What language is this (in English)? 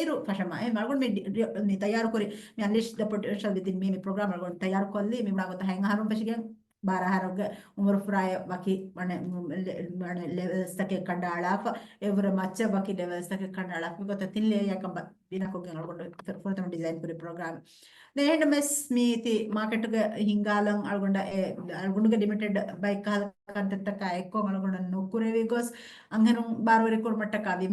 Divehi